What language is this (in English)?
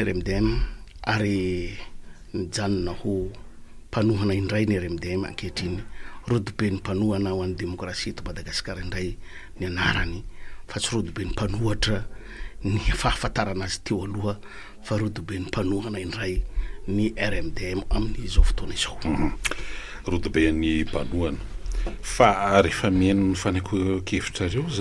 Malagasy